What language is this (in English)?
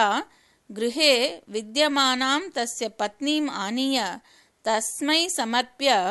Sanskrit